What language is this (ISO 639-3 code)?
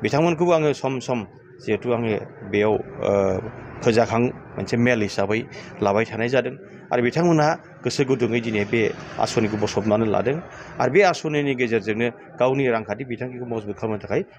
brx